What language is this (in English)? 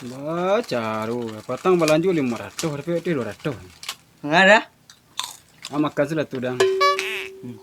Minangkabau